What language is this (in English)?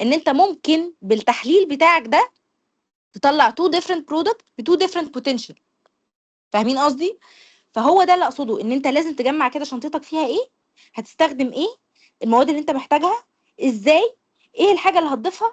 Egyptian Arabic